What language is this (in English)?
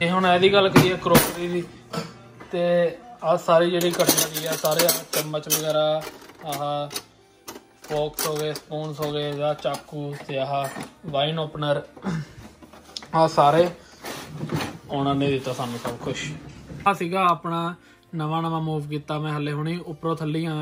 Punjabi